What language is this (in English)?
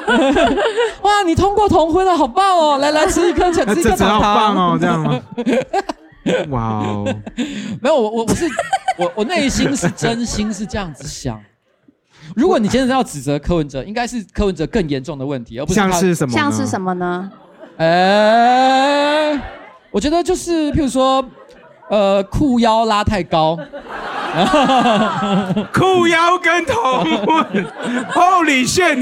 Chinese